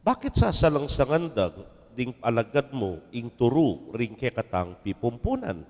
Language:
Pampanga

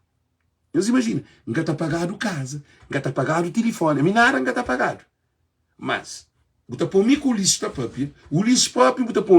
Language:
Kabuverdianu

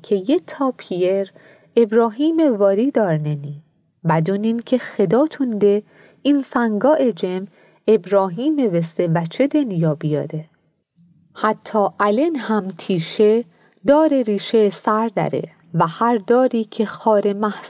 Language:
Mazanderani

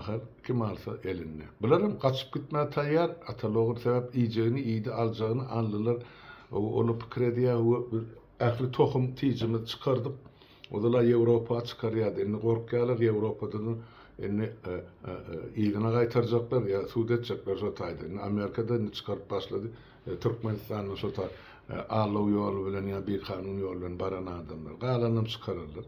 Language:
Turkmen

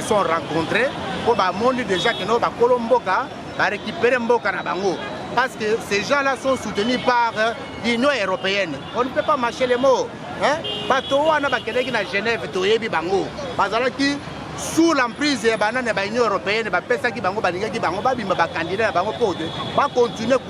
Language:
Lingala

